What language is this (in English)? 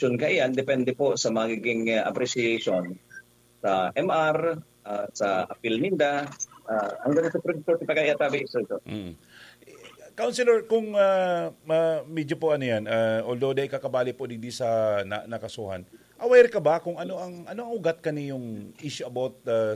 Bikol